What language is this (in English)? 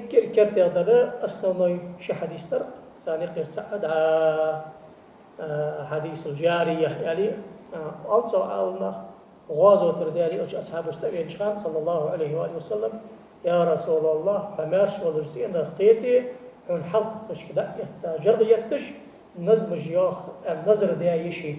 Ingush